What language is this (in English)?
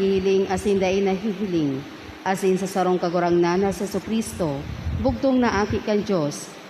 Bikol